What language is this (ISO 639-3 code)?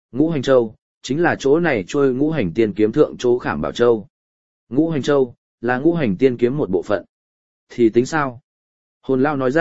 vie